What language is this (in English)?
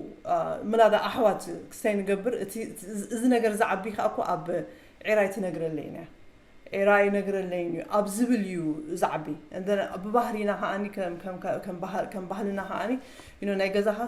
Tigrinya